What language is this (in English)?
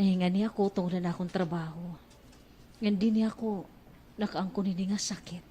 Waray